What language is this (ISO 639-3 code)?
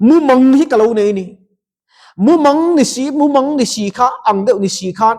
lus